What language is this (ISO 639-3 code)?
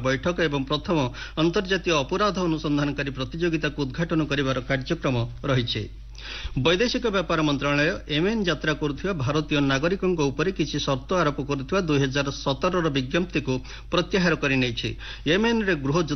ori